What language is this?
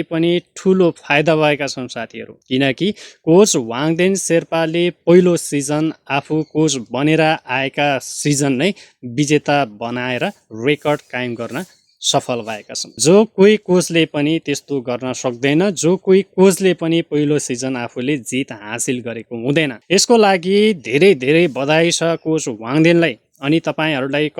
Nepali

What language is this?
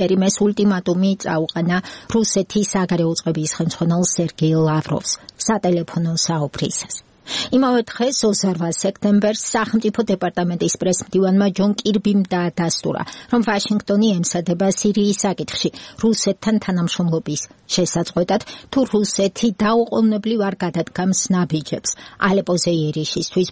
Georgian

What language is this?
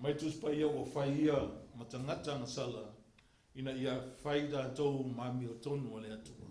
Samoan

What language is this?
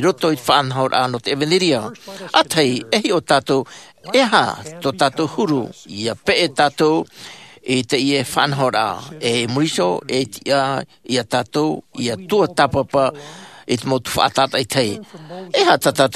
Tahitian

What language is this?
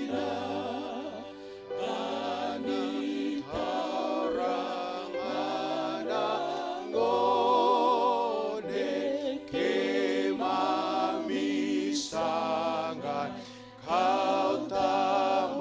Fijian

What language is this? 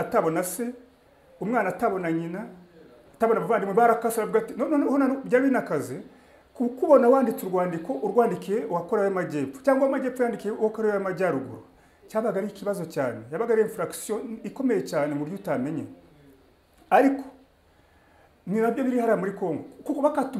Kinyarwanda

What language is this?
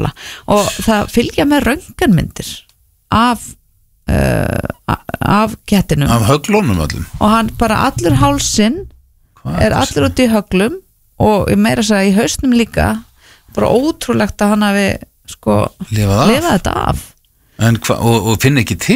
Icelandic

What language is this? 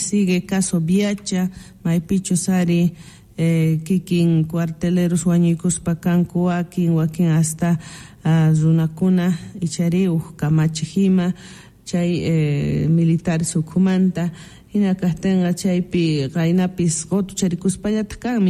South Bolivian Quechua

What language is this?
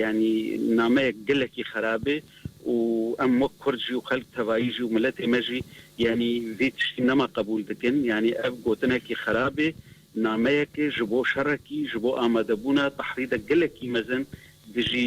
Kurdish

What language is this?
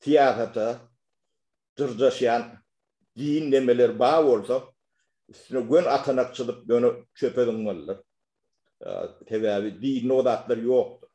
Turkmen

